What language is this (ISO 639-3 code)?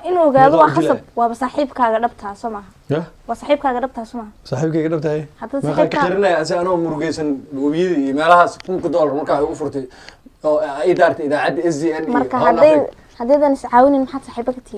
som